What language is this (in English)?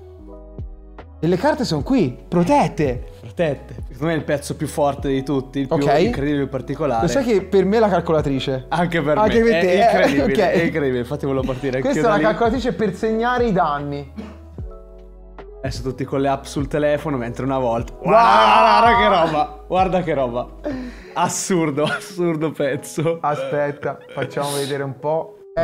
Italian